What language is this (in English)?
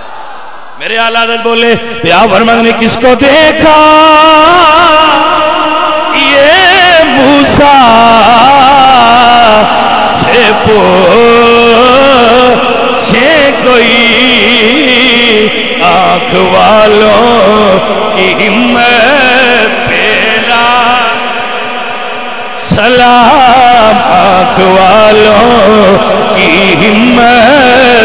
Urdu